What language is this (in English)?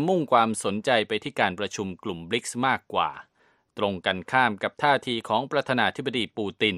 Thai